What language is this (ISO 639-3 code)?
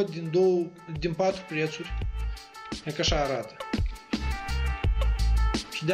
ron